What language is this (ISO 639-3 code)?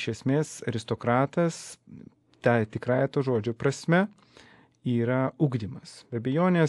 lit